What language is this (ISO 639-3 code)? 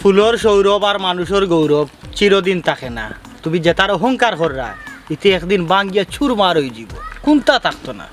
syl